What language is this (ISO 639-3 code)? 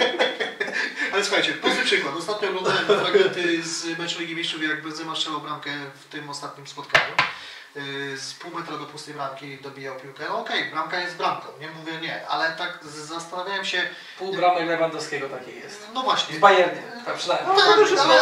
pol